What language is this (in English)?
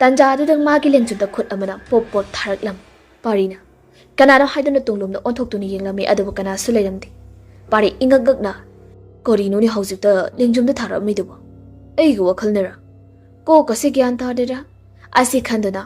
Manipuri